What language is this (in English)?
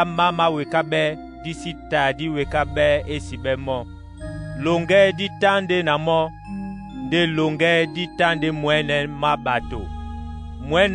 Duala